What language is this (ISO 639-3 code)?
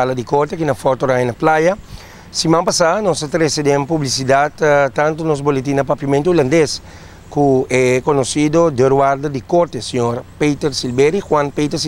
pap